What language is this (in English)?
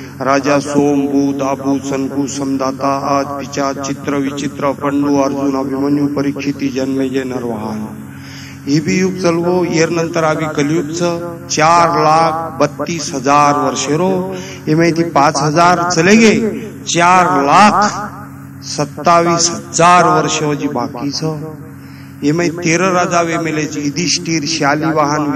Lambadi